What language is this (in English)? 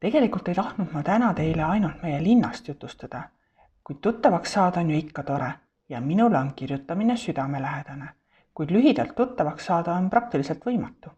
Estonian